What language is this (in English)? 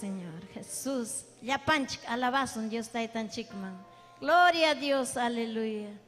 Ayacucho Quechua